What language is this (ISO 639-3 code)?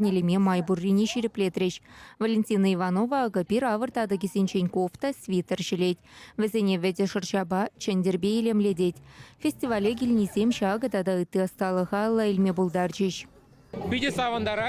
chv